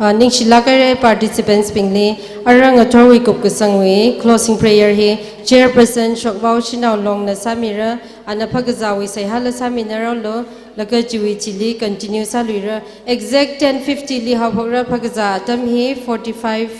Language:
Tangkhul Naga (India)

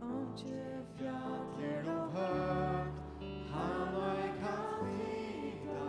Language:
Faroese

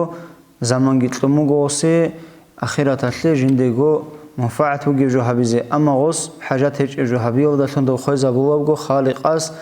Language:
Avaric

